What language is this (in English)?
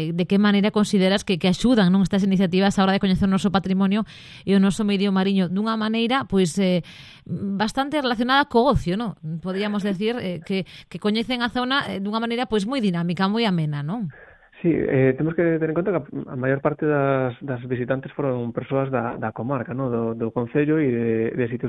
Galician